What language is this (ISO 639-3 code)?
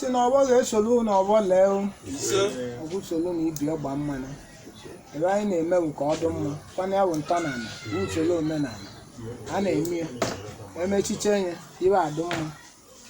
ibo